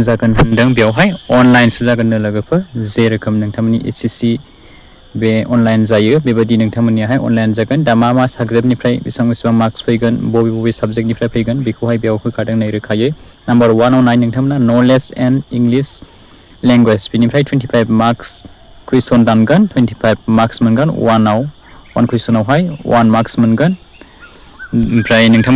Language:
Bodo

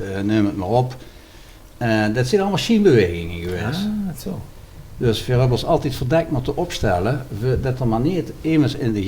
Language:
Limburgish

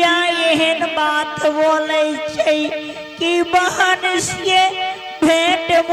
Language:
Angika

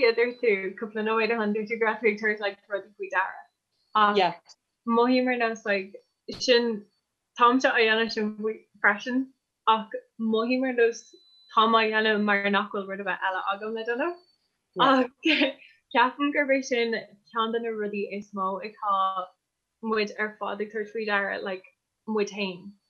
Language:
Irish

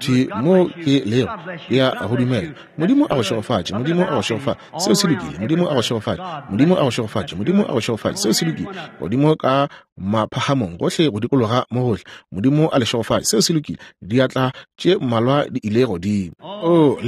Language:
Northern Sotho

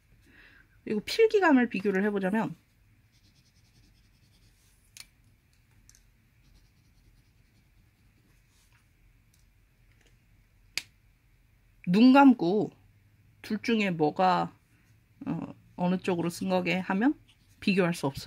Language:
Korean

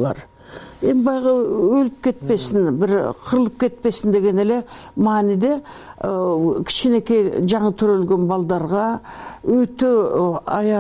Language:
Kyrgyz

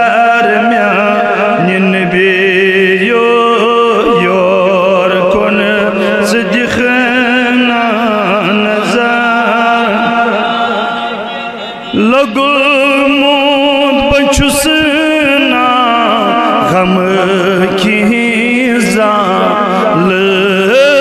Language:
Kashmiri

